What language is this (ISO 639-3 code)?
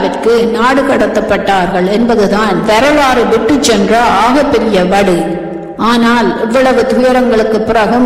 tam